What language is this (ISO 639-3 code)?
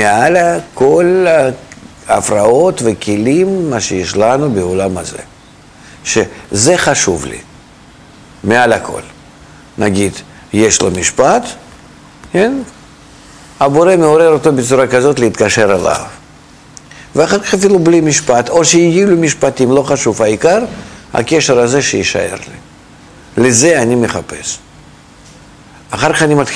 heb